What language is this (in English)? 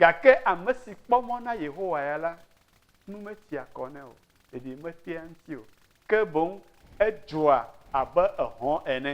Ewe